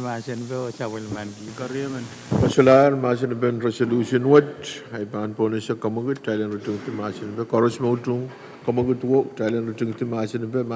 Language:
Pohnpeian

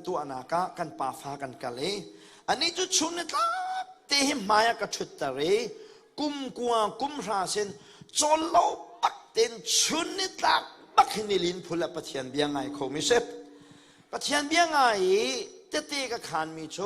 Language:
Hakha Chin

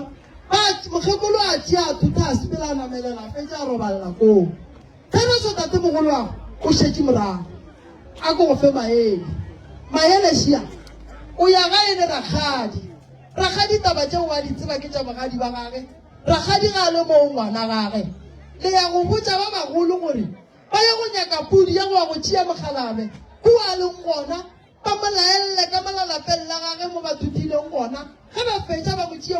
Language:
Northern Sotho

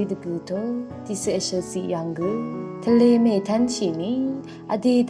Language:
Rawang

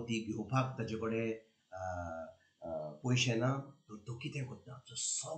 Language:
Konkani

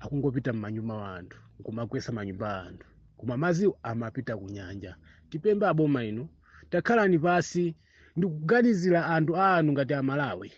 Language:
Nyanja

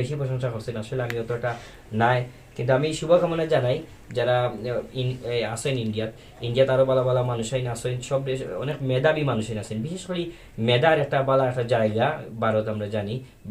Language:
Sylheti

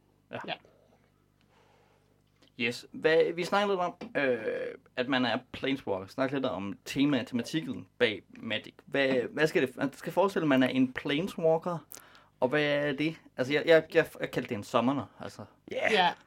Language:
Danish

